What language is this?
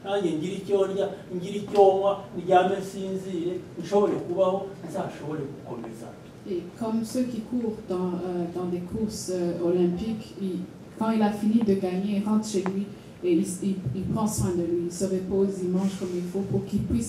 Kinyarwanda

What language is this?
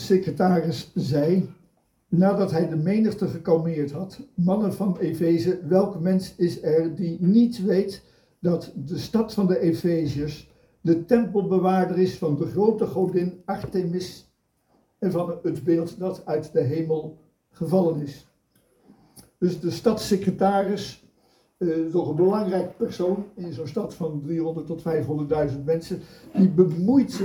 Dutch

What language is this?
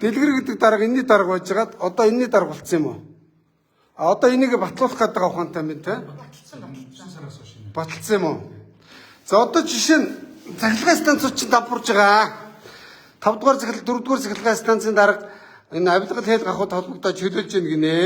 Mongolian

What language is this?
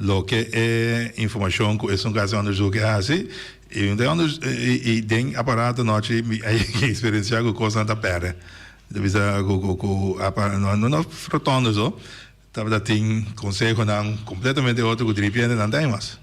Papiamento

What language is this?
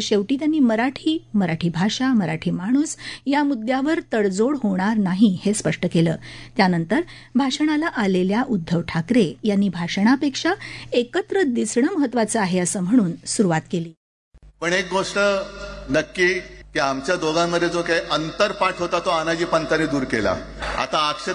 Marathi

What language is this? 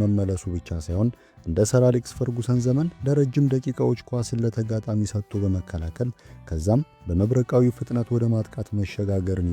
Amharic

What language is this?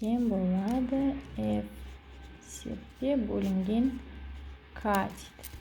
Kazakh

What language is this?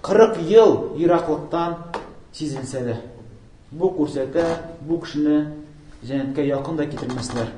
Tatar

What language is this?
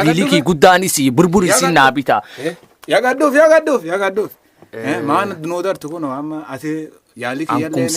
Oromo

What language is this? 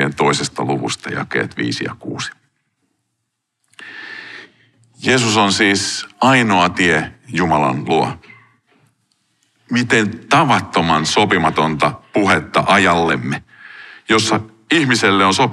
Finnish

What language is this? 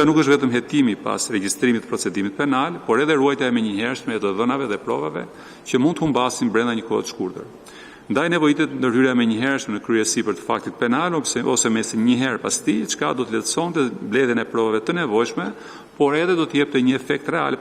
Albanian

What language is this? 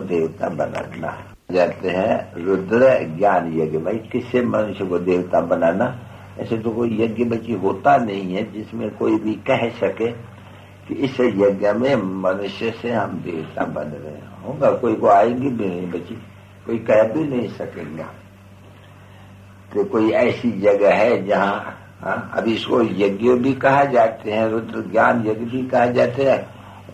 Hindi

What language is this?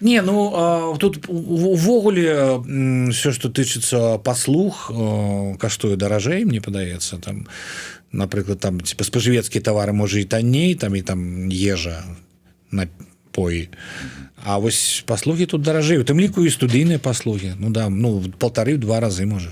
Belarusian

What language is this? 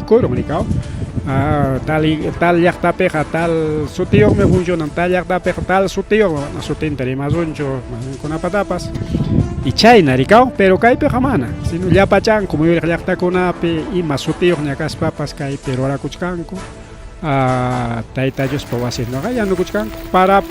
Ayacucho Quechua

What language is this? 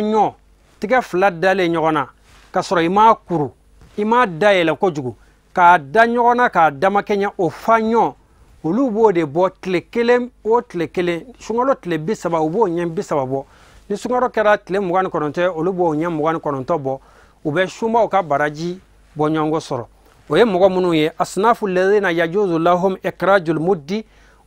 Bambara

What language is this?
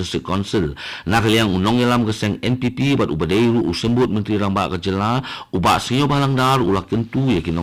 Khasi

